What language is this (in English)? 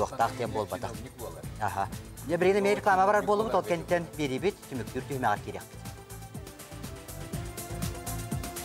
Yakut